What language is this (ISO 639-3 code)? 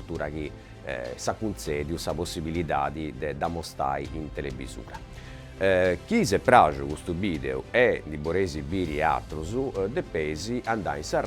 srd